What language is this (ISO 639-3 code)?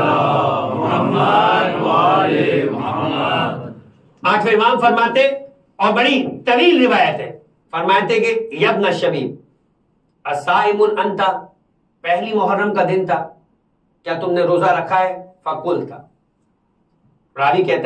urd